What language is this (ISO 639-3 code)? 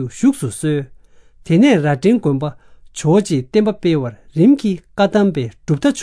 bod